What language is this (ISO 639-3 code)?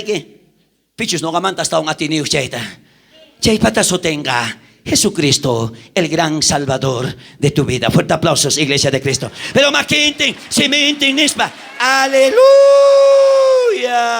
quh